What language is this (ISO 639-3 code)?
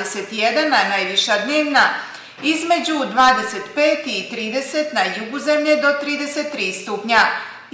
bos